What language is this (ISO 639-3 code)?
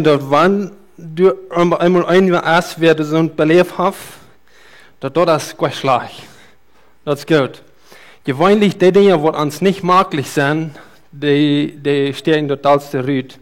pdt